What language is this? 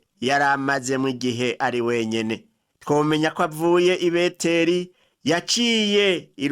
Rundi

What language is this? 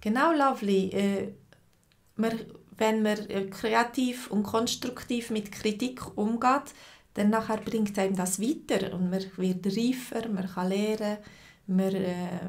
Swiss German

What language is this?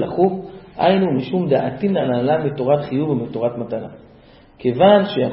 Hebrew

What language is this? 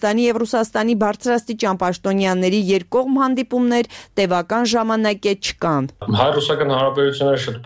Armenian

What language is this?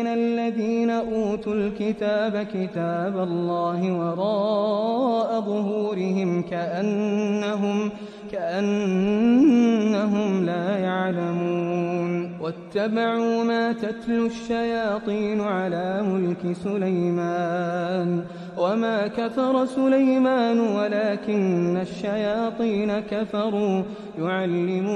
Arabic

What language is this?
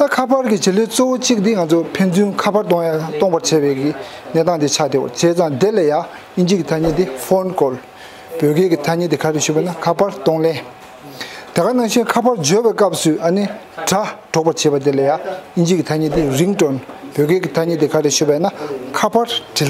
Tibetan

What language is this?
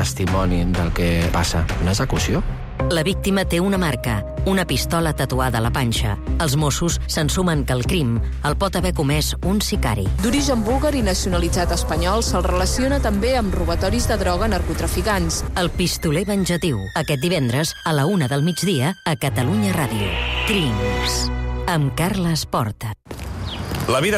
Catalan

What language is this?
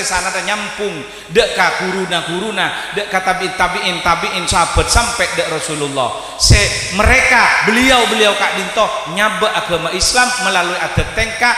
Madurese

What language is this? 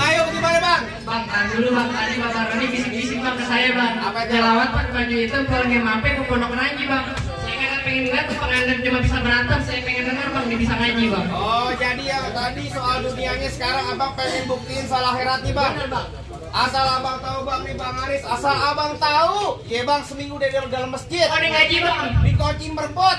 Betawi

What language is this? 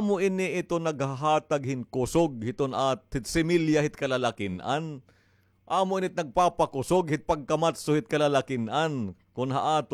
Waray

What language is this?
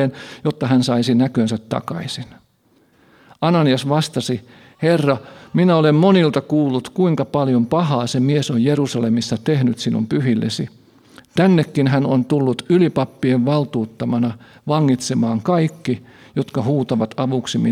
Finnish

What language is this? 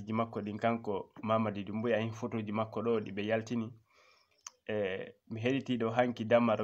Fula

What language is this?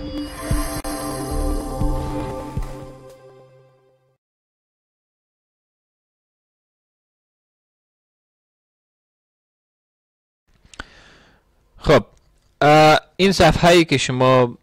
Persian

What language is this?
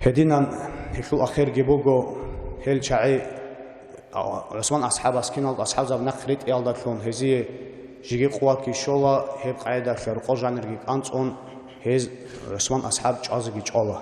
Avaric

